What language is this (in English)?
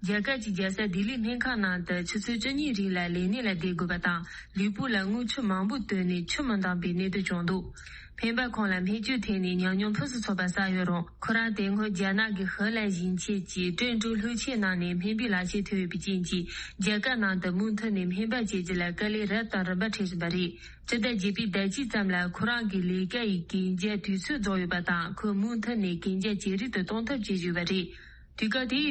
Tibetan